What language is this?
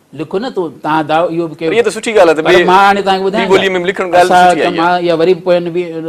Sindhi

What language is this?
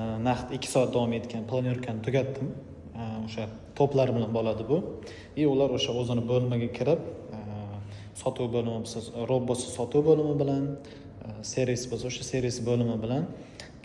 Uzbek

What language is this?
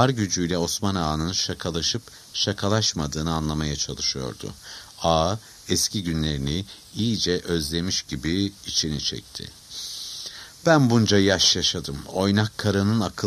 Turkish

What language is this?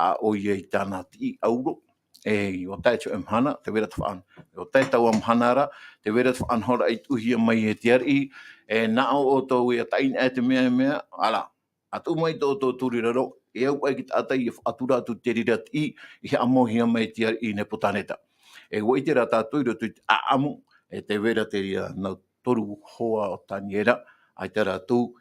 Tahitian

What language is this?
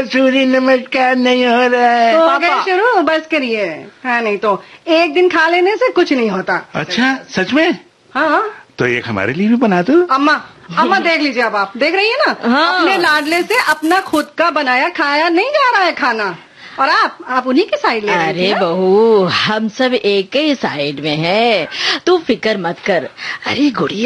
Hindi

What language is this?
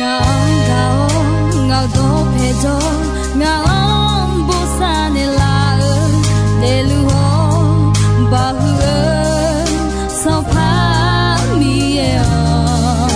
Akha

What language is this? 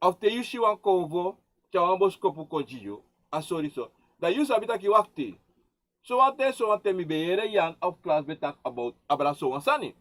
Sranan Tongo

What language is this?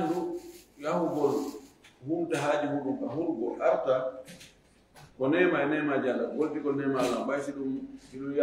Fula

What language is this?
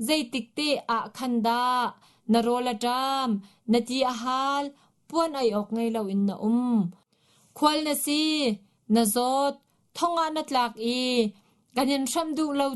Hakha Chin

